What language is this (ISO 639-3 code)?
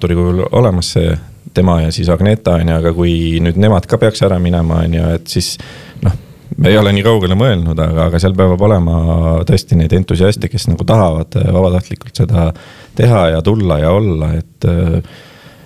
est